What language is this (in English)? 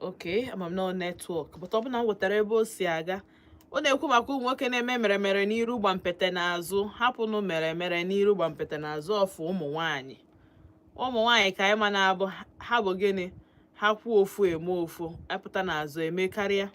Igbo